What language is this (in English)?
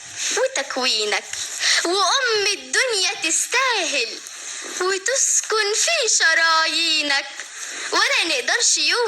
Egyptian Arabic